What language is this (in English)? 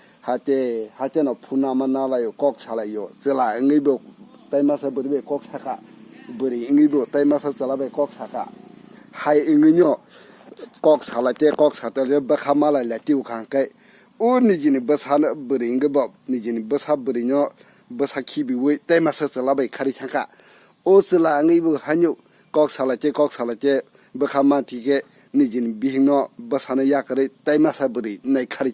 Kok Borok